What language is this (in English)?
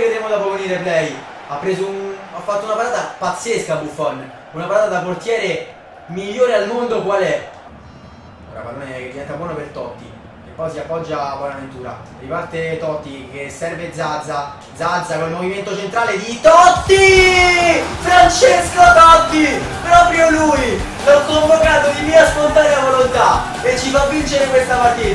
Italian